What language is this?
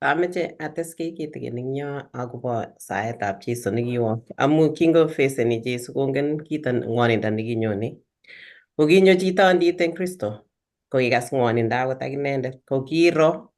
Kalenjin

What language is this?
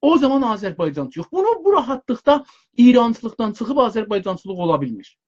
South Azerbaijani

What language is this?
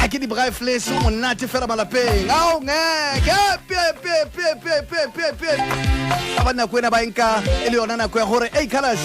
Southern Sotho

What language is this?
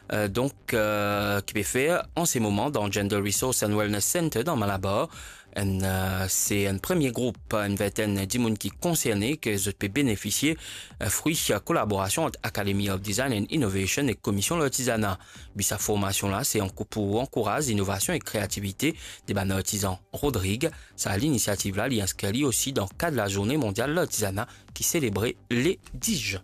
Morisyen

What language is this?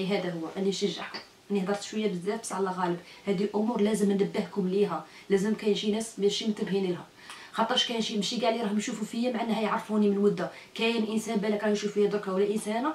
Algerian Arabic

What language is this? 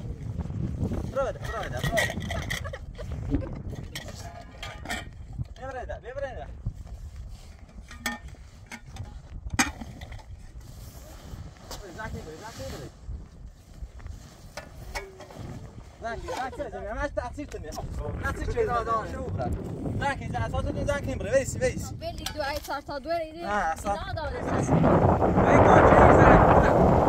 Persian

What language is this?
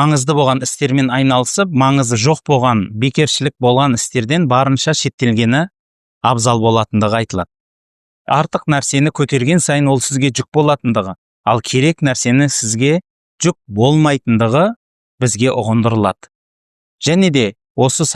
Kazakh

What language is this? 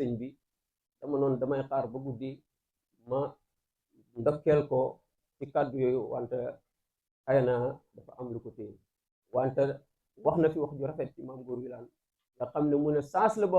Wolof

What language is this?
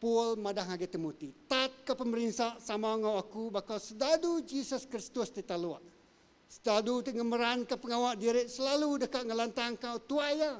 Iban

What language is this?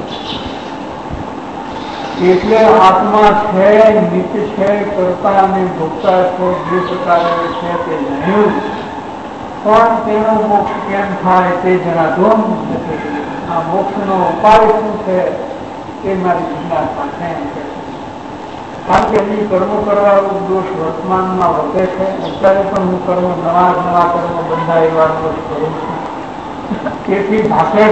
Gujarati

